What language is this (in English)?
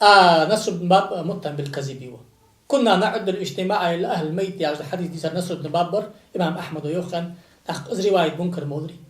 Ingush